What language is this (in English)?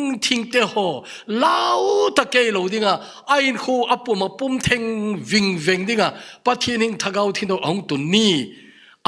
Thado Chin